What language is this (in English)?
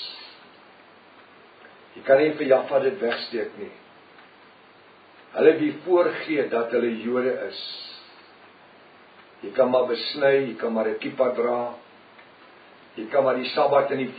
Afrikaans